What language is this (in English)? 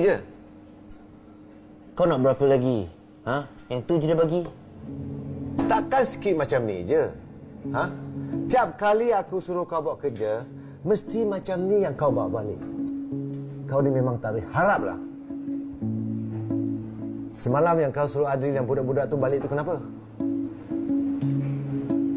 Malay